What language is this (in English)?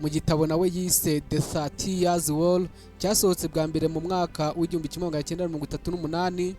Kinyarwanda